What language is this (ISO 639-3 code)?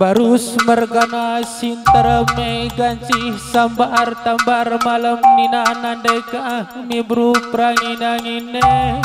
btx